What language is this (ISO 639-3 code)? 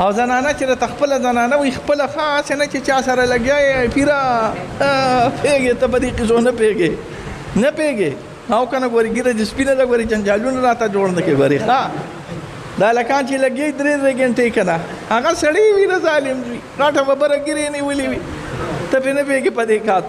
pus